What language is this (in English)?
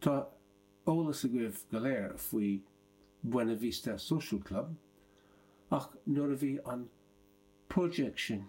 Irish